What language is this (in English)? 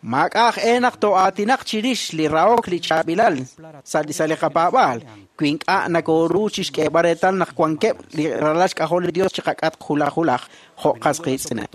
Kekchí